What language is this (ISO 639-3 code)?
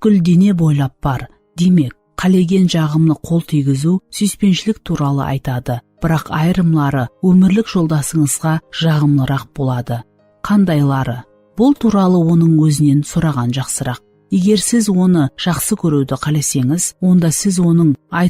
kaa